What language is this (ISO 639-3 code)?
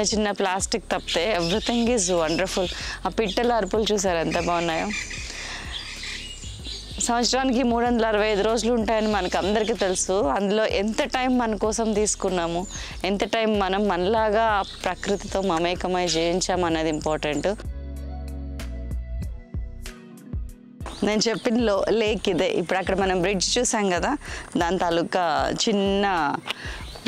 tel